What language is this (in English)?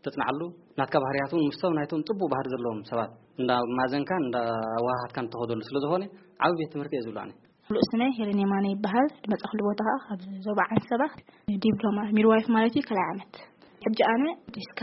Tigrinya